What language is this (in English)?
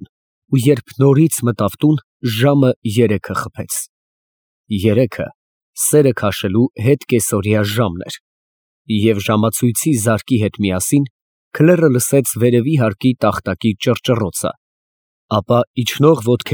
Armenian